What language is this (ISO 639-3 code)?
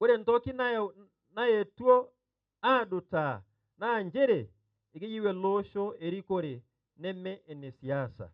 mas